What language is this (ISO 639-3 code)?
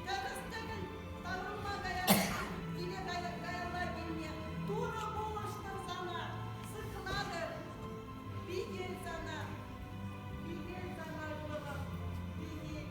chv